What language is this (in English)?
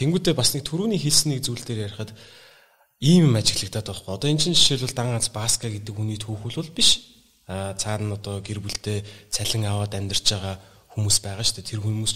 Mongolian